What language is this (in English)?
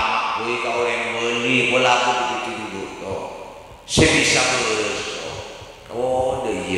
Madurese